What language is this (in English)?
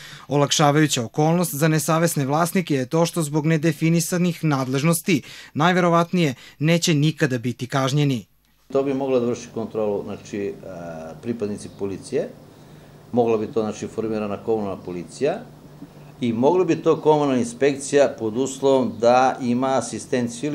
Serbian